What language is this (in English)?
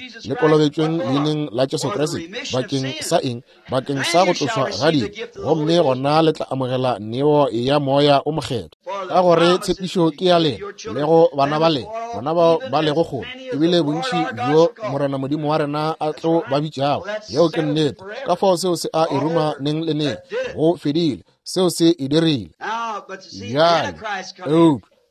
Northern Sotho